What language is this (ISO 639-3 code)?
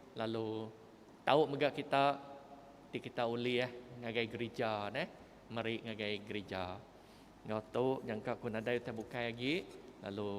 iba